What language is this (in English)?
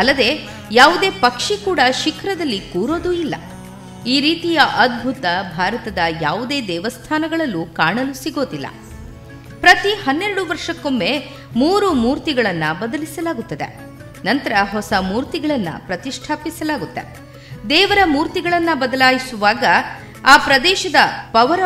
Kannada